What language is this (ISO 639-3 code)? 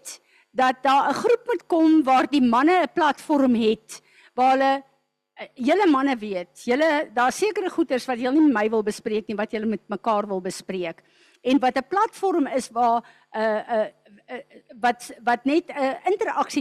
afr